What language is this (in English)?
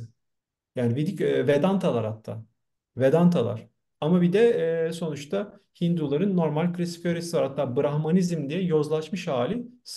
Turkish